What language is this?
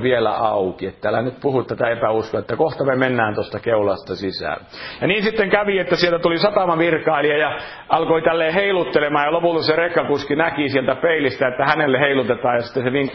Finnish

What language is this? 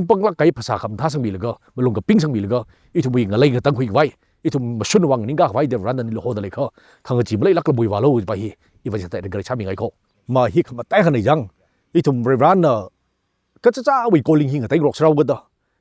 Tangkhul Naga (India)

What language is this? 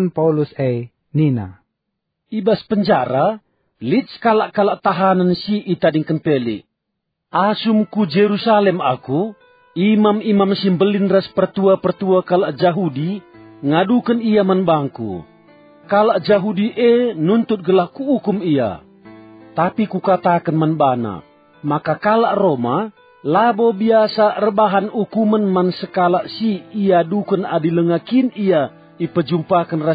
Batak Karo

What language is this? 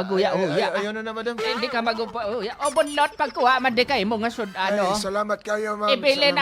Hiligaynon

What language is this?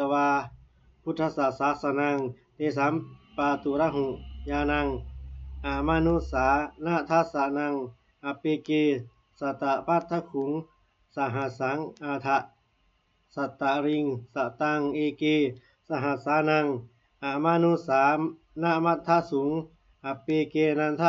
Pali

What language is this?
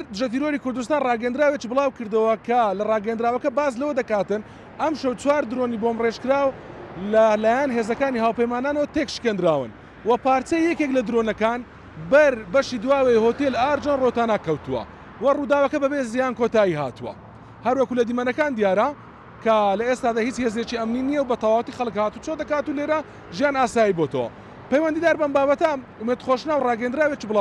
Central Kurdish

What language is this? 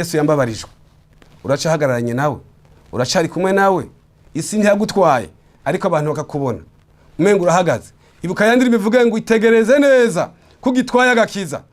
Rundi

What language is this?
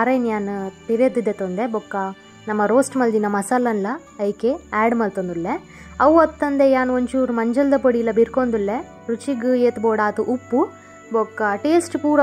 Tulu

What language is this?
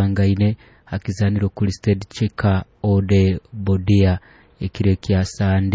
Nyoro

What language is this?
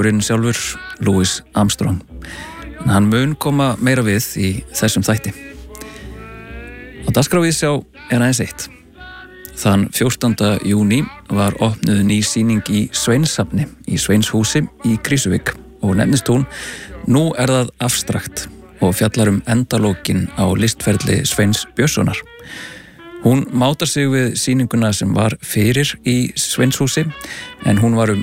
Icelandic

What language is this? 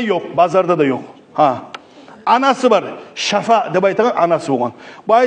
Kumyk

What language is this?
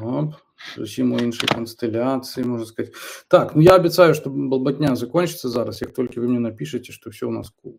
Belarusian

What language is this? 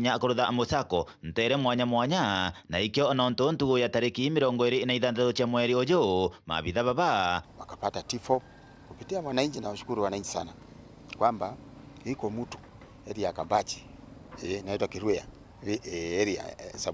Meru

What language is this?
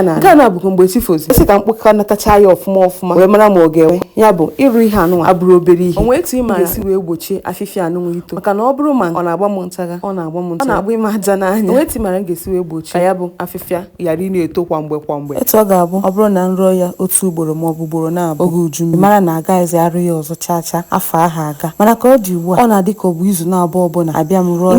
Igbo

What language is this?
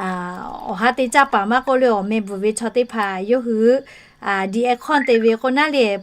Lahu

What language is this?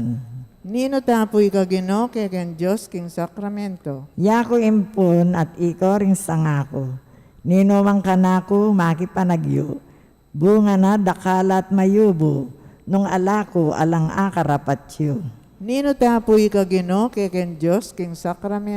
Pampanga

